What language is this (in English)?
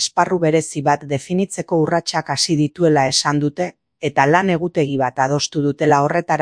Basque